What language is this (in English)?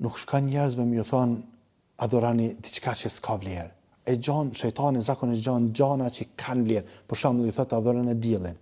Albanian